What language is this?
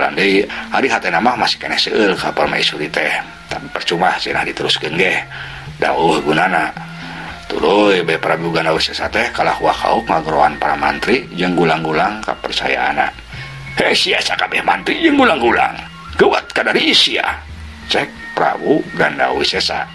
Sundanese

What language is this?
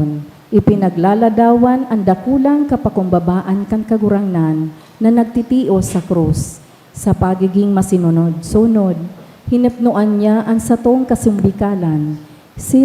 Bikol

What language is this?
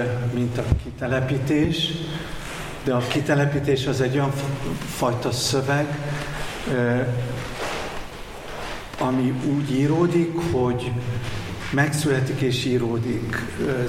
Hungarian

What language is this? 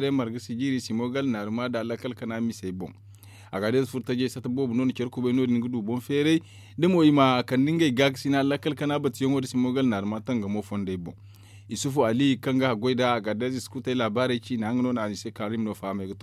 Zarma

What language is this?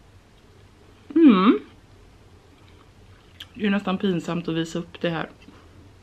Swedish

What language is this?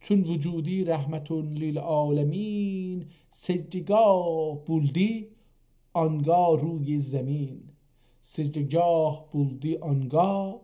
South Azerbaijani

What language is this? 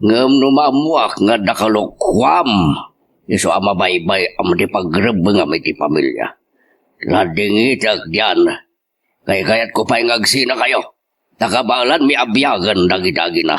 Iloko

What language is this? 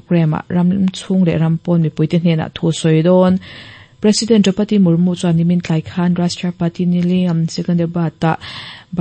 Mizo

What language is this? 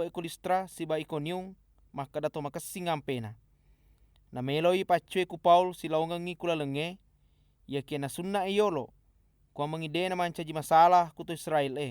Buginese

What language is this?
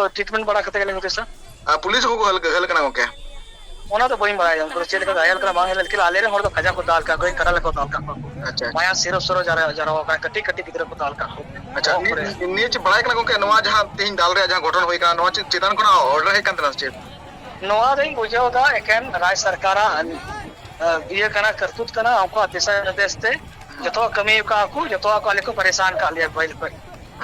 Santali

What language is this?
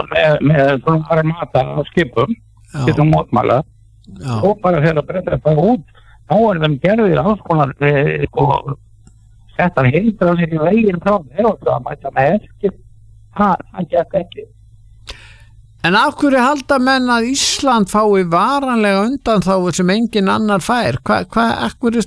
Icelandic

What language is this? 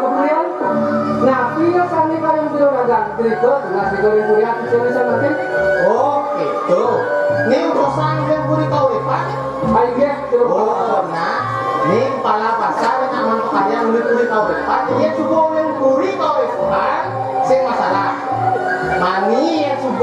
Balinese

